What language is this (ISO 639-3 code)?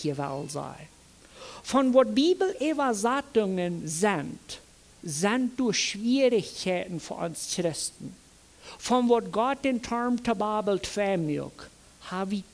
pdt